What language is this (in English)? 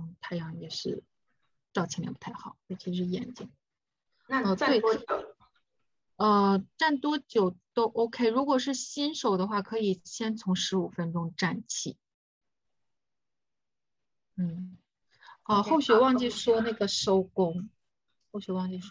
Chinese